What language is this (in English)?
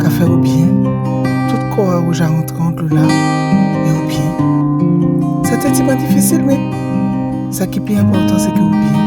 Guadeloupean Creole French